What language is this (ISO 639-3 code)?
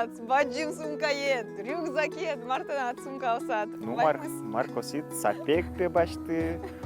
udm